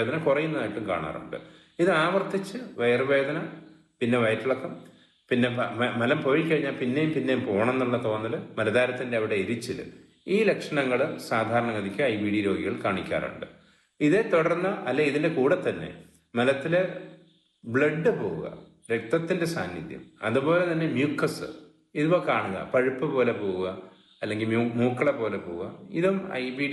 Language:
Malayalam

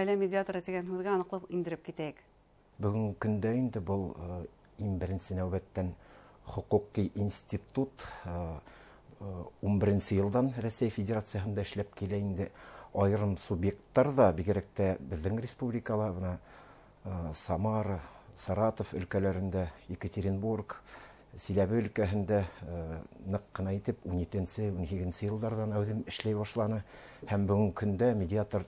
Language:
Bashkir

